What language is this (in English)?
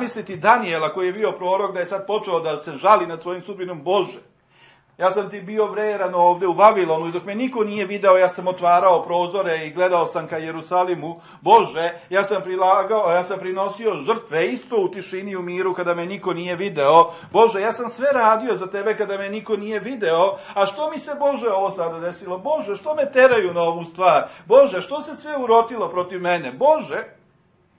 Serbian